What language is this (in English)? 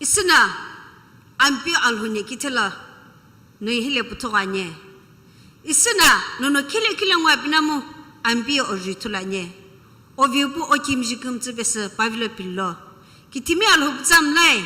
Sumi Naga